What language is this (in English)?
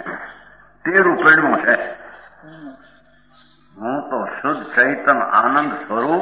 Gujarati